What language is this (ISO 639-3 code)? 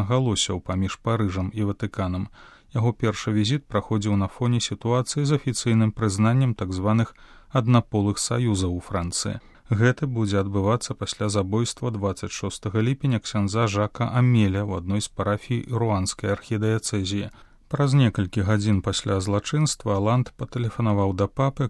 bel